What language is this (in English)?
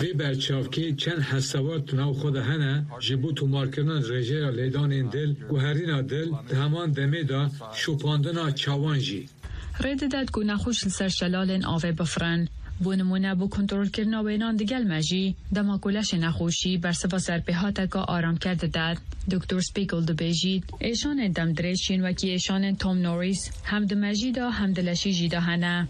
Kurdish